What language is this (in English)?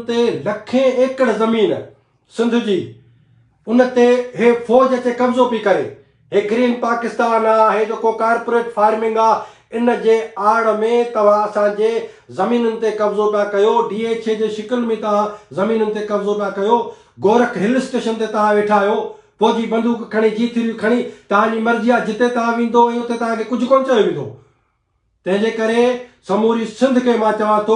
Sindhi